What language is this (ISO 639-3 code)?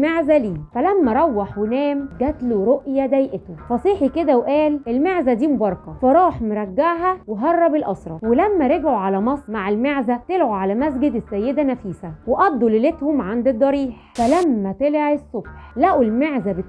arz